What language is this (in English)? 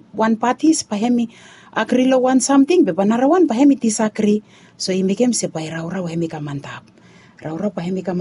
Bislama